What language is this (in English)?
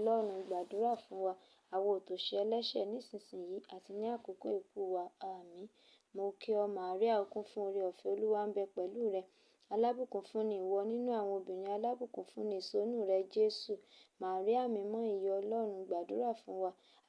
Yoruba